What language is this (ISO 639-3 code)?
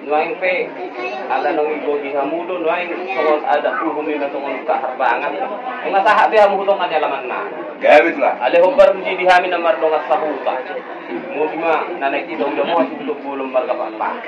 bbc